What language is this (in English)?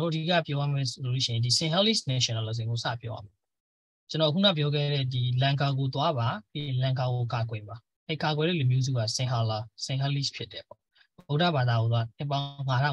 Burmese